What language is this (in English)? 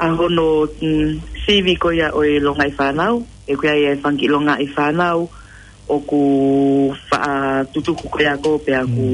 Tongan